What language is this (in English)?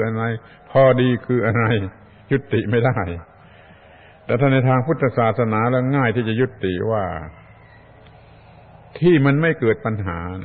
Thai